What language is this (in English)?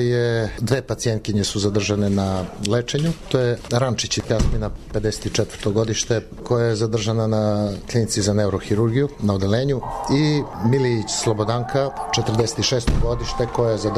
Serbian